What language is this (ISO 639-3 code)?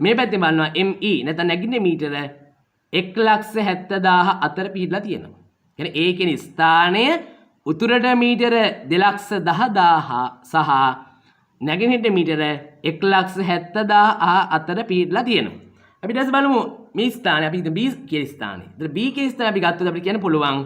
sin